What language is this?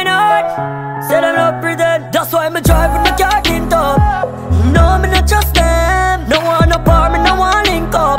Jamaican Creole English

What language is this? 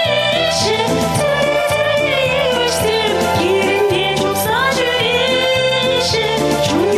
Chuvash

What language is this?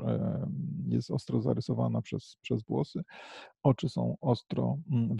Polish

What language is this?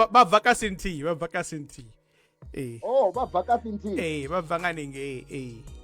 Venda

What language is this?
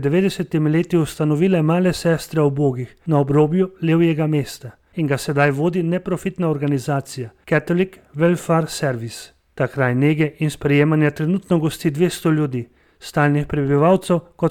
Slovenian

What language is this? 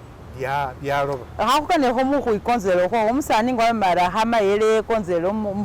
Masaaba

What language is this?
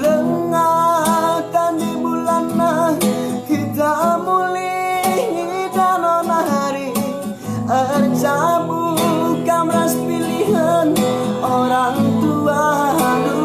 Batak Karo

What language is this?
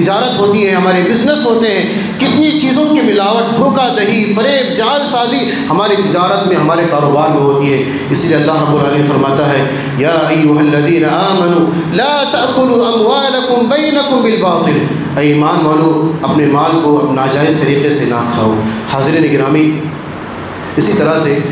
Urdu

